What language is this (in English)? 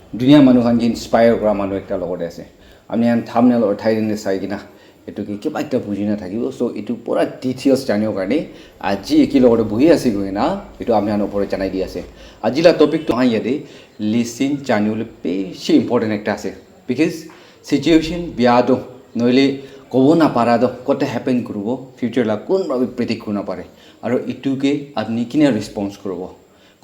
Naga Pidgin